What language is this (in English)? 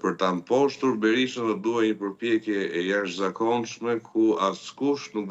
Albanian